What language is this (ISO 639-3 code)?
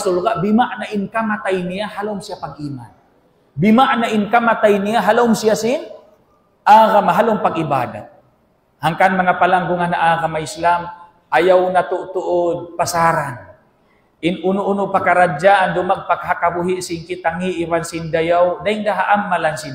tsg